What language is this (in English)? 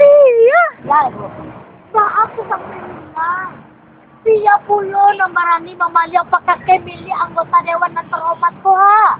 Minangkabau